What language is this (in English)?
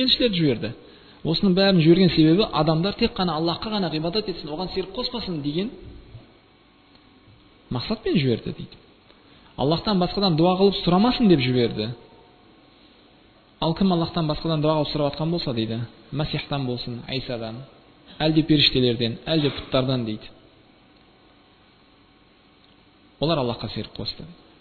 Kazakh